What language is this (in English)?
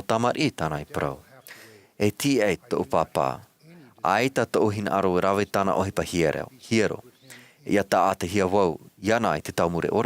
Tahitian